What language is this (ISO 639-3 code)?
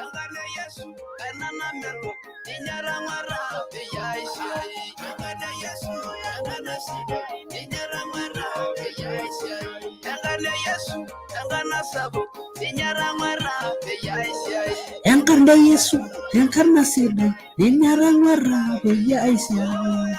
mas